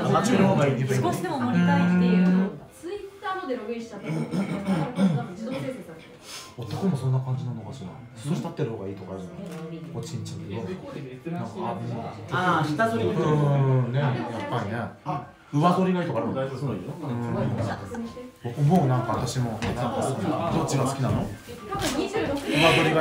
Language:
Japanese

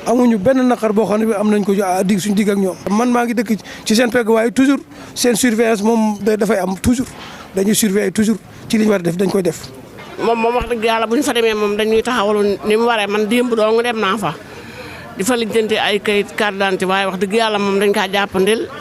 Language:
Wolof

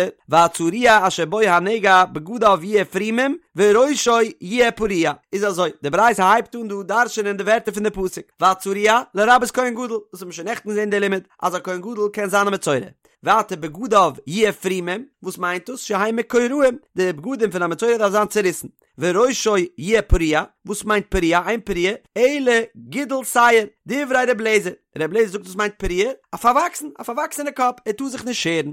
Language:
Yiddish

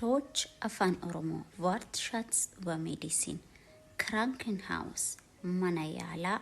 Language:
Oromo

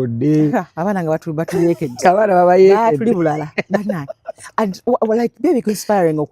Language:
Ganda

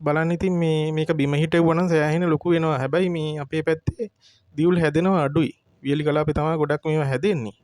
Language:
Sinhala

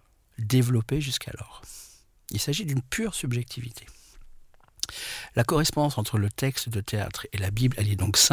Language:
French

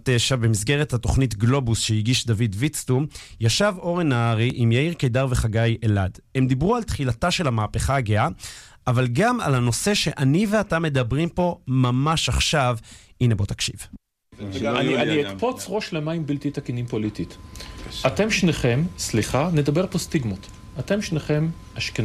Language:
Hebrew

